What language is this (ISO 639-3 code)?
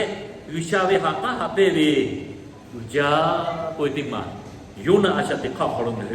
lhu